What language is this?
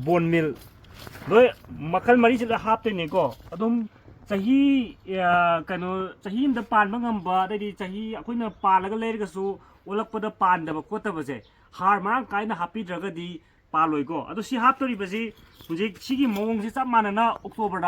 Manipuri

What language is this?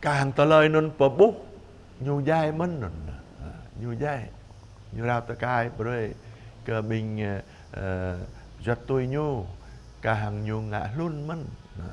Jarai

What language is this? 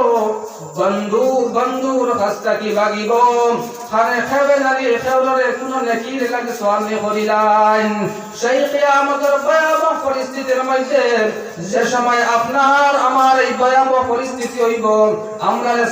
Sylheti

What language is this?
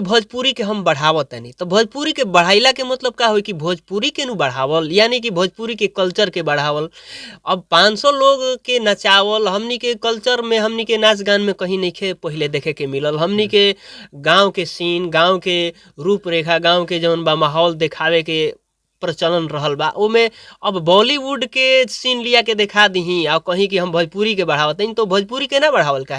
Bhojpuri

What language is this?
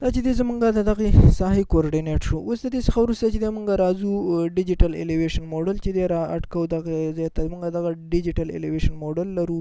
Pashto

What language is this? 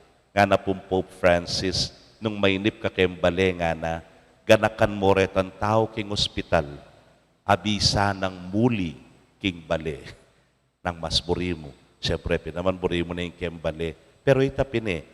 Pampanga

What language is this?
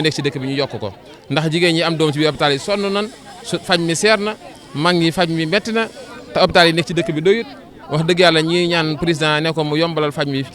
Wolof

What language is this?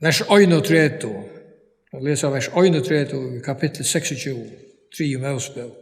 Faroese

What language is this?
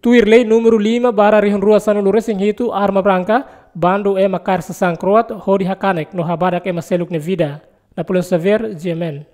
Tetum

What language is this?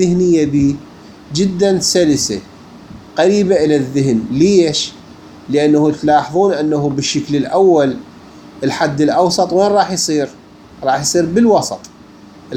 Mesopotamian Arabic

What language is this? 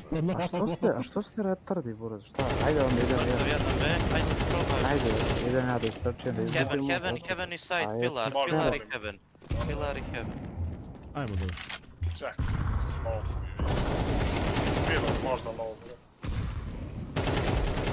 Serbian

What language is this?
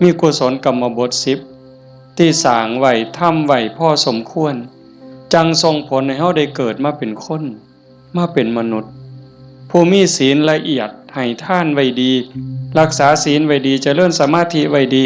Lao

